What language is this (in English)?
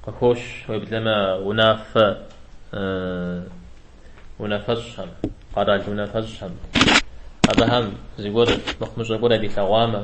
Kabardian